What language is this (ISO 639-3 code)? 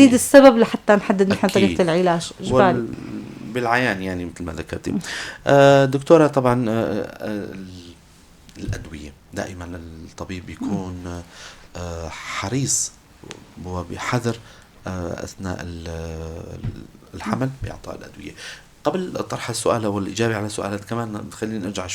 apc